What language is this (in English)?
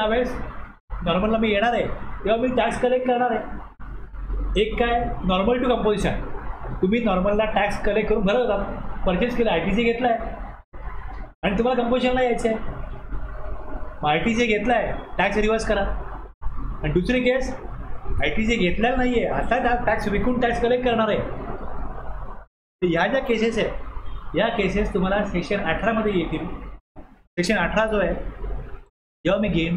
Marathi